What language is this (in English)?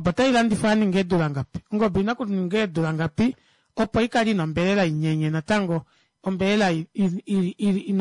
Kuanyama